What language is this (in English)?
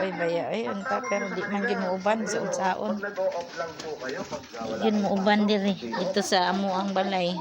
Cebuano